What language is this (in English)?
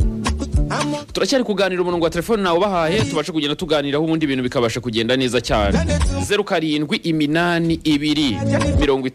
Kinyarwanda